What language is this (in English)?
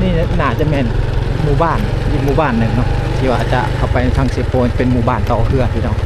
Lao